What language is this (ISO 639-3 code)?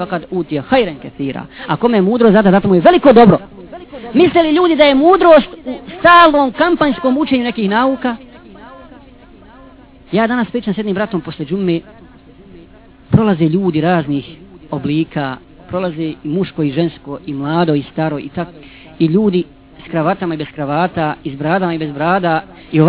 bos